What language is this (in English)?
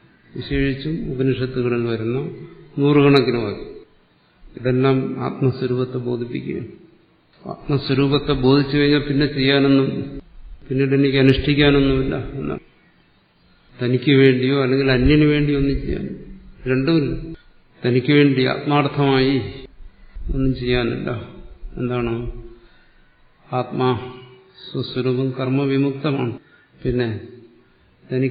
Malayalam